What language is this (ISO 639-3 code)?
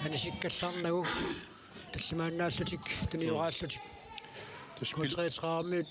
kal